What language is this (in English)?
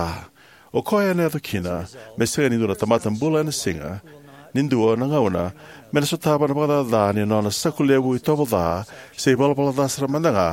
Fijian